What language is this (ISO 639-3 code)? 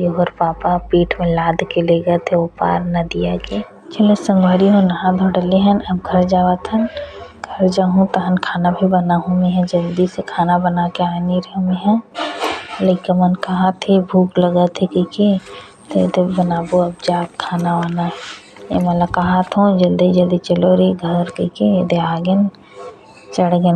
hne